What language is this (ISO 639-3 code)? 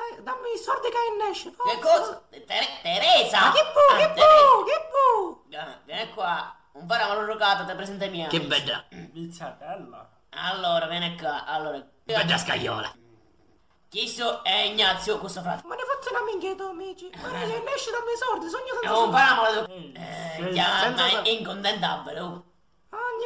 scn